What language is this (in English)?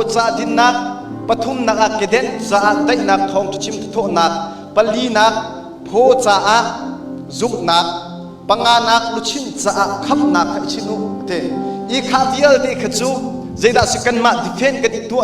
Hakha Chin